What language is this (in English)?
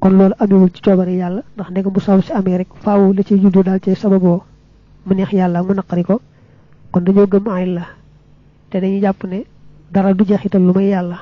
Wolof